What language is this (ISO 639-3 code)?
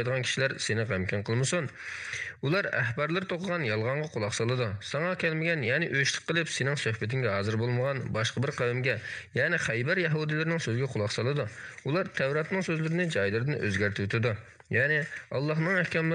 uig